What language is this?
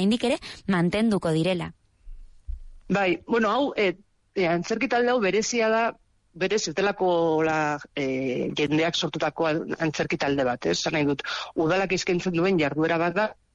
Basque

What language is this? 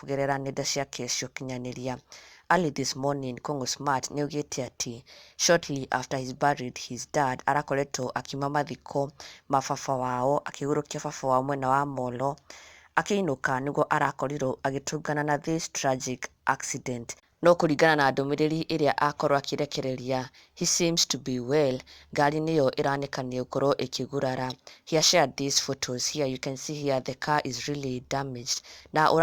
Kikuyu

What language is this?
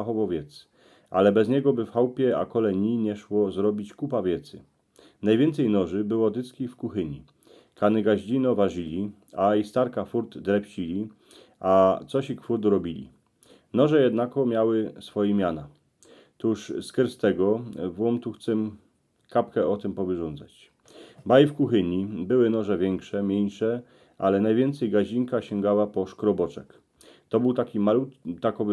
Silesian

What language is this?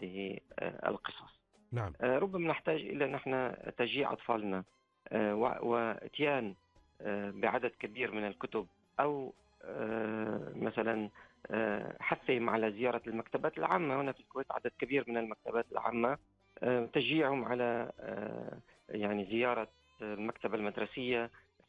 Gulf Arabic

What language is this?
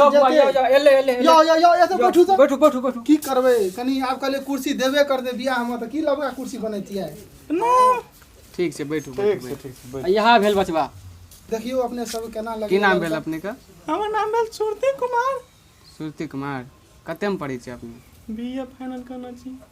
Maithili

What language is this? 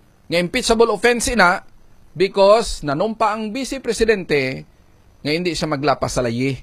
Hiligaynon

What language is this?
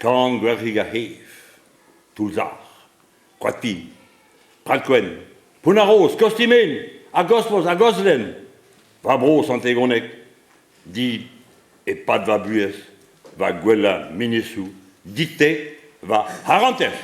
Breton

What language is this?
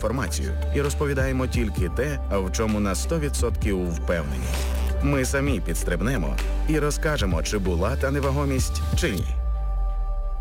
Ukrainian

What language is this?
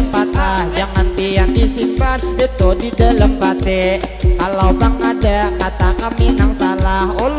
Banjar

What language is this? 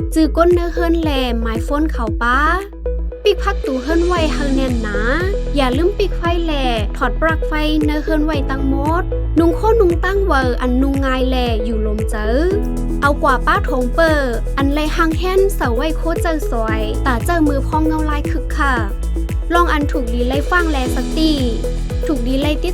Shan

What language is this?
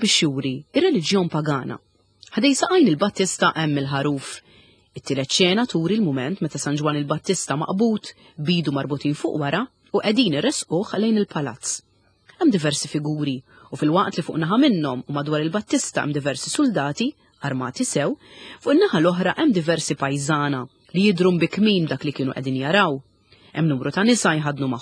Maltese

